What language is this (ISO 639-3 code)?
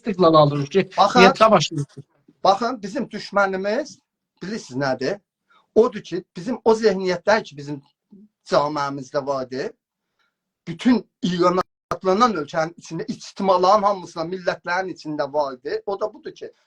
azb